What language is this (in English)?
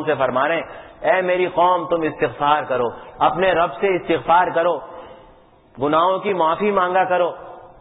Urdu